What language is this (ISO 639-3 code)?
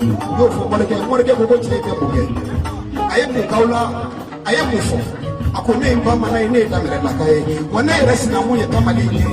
bam